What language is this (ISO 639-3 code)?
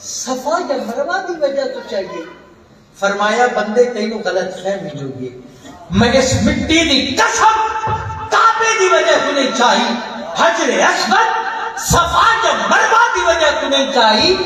skr